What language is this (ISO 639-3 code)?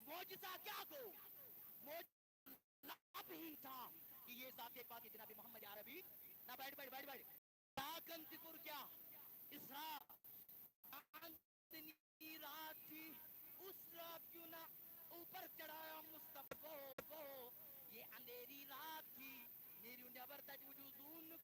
kas